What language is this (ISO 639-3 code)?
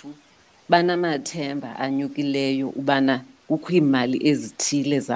xho